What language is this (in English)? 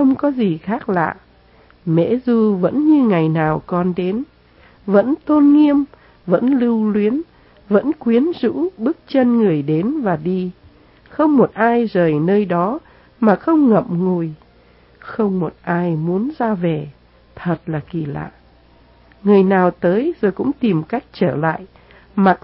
Vietnamese